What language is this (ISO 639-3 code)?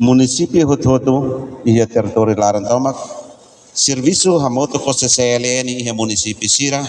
tet